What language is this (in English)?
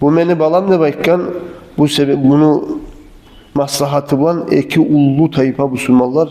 Kumyk